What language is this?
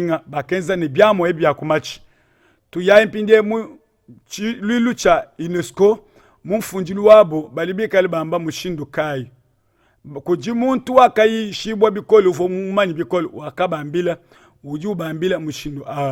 Luba-Lulua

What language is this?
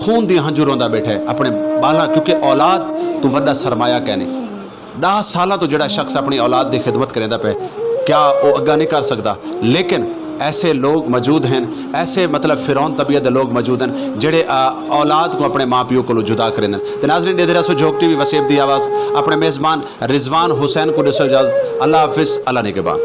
Saraiki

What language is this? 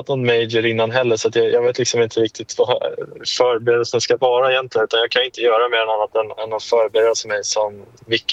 Swedish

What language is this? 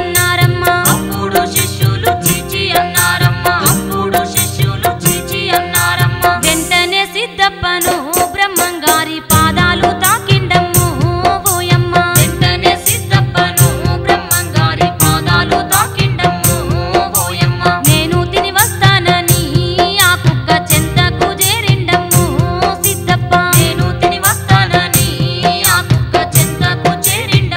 Telugu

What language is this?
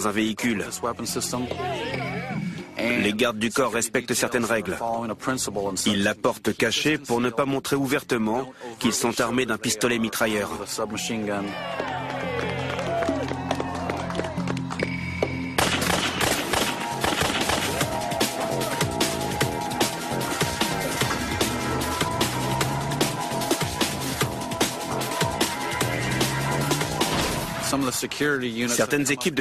French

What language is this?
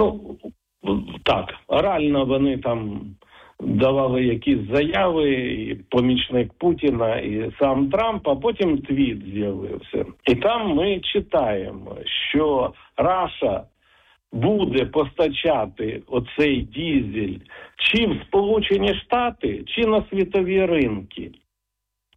Ukrainian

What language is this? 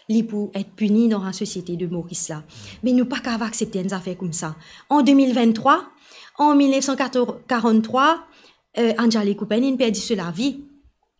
Morisyen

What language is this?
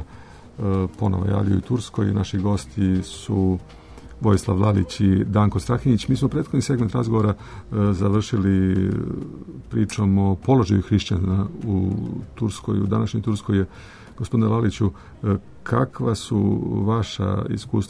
Serbian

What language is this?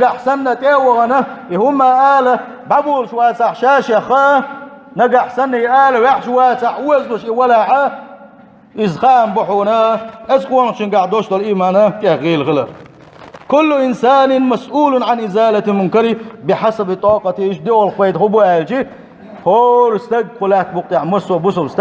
Chechen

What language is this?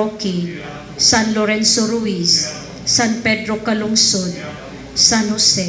Cebuano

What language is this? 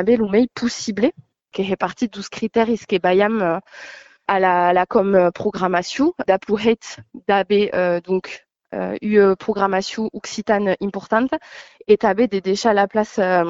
Occitan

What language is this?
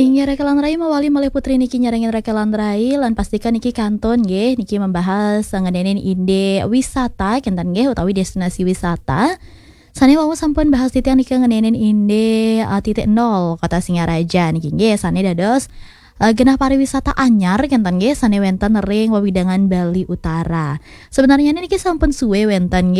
Balinese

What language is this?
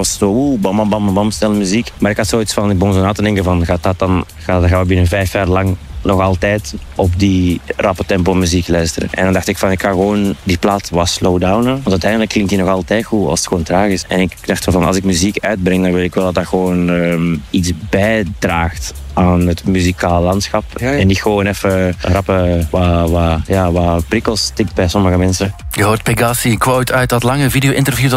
Dutch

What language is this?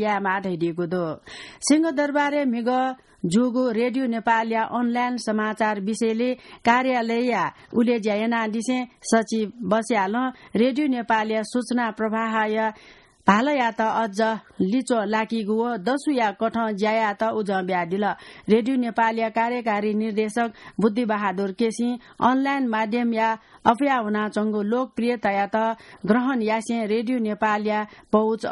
Newari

